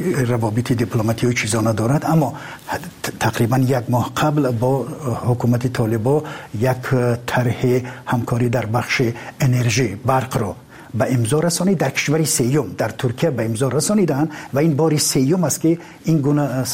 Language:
Persian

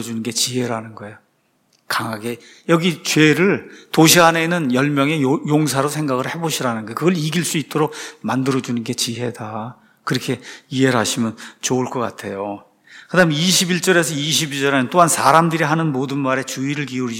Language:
Korean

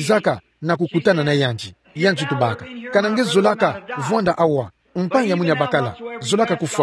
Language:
Kituba (Democratic Republic of Congo)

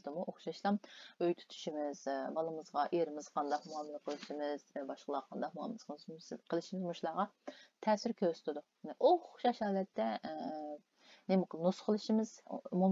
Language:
Uyghur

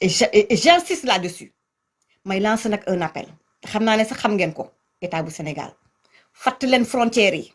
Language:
Wolof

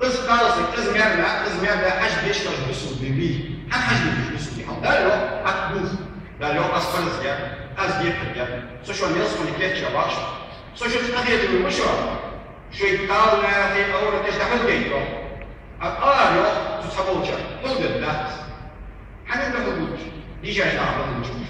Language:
Ingush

